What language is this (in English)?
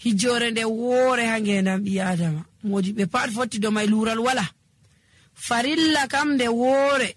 Nigerian Fulfulde